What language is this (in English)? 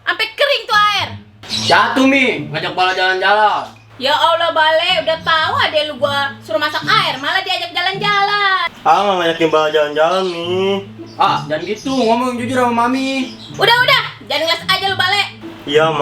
Betawi